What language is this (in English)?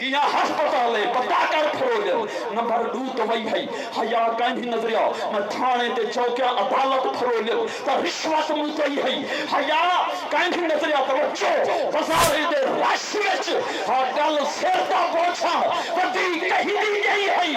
Saraiki